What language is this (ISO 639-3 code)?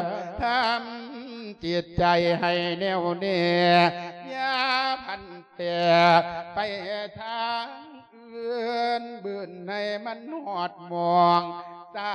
lao